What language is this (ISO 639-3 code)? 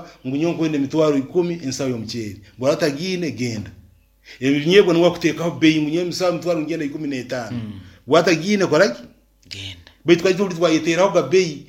nyn